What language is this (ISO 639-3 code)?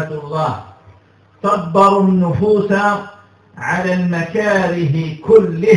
ara